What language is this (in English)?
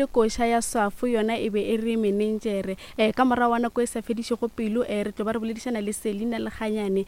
Northern Sotho